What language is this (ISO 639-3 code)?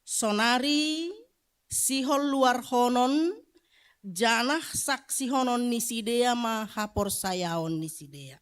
bts